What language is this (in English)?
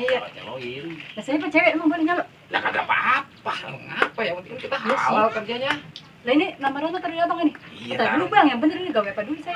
Betawi